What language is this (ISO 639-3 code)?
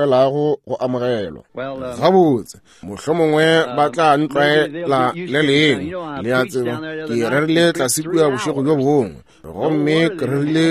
nso